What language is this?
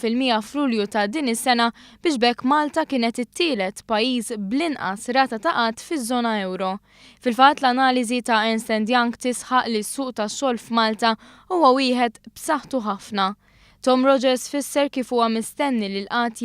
Maltese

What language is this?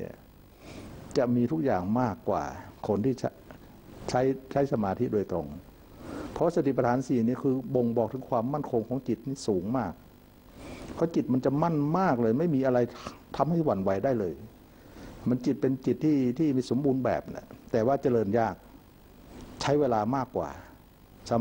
Thai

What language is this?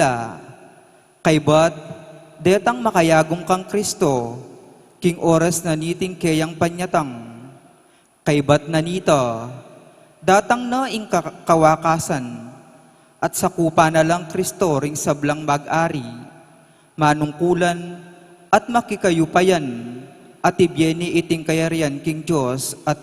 Pampanga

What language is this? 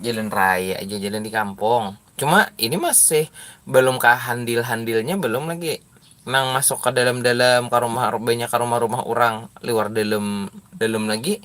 Banjar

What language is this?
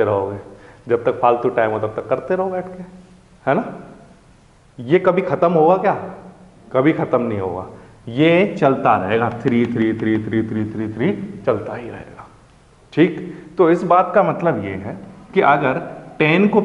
Hindi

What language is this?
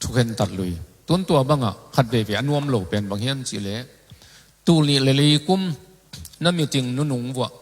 Tedim Chin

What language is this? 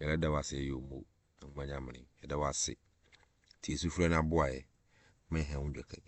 Akan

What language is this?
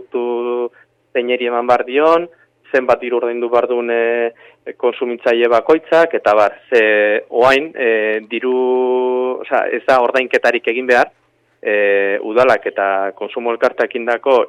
Basque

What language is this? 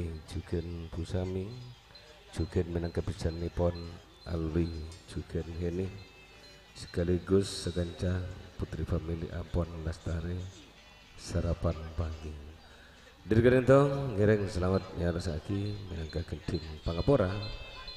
Madurese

